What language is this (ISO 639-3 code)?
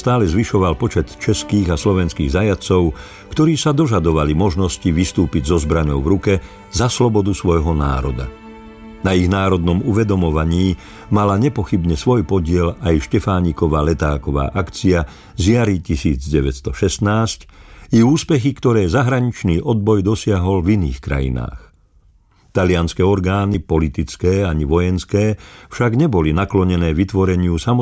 slk